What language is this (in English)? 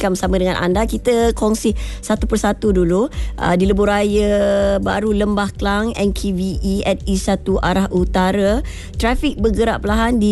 Malay